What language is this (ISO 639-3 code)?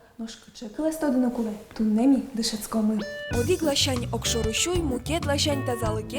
udm